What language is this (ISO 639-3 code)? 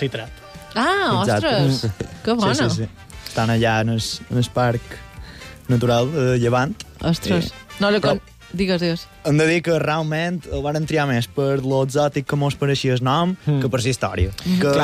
cat